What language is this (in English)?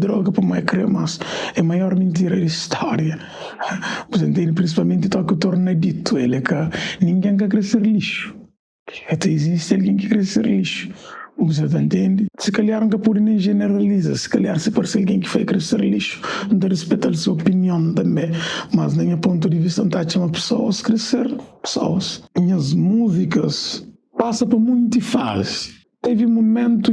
Kabuverdianu